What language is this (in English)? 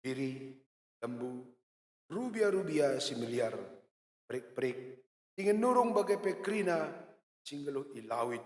Batak Karo